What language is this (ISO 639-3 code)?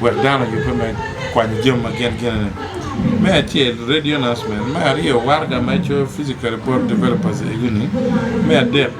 ach